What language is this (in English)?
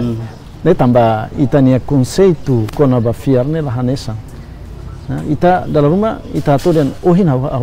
Tetum